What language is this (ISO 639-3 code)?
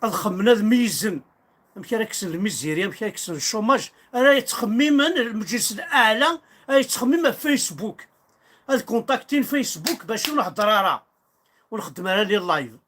kab